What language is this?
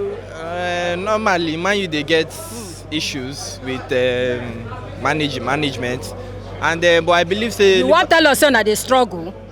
Nigerian Pidgin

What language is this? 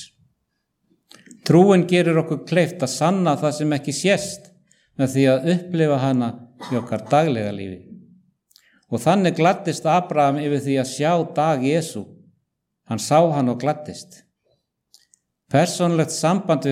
Icelandic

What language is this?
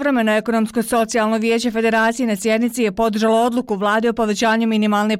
Bosnian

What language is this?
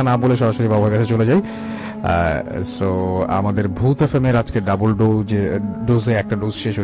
Bangla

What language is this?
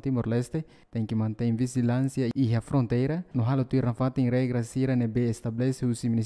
Tetum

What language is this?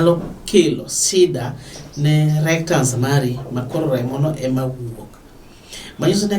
Luo (Kenya and Tanzania)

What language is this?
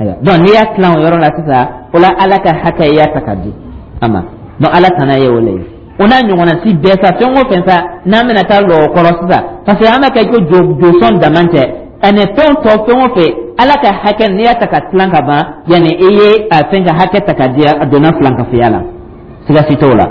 Dyula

